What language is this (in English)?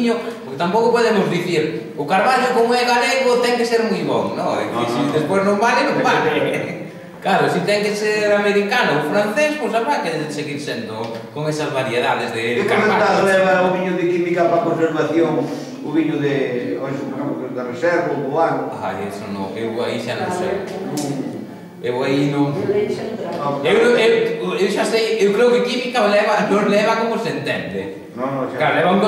Galician